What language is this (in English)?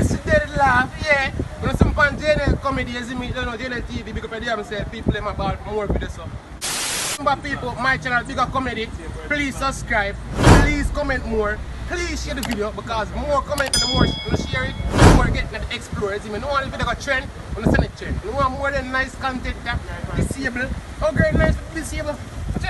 Jamaican Creole English